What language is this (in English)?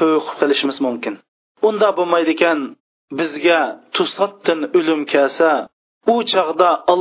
Uyghur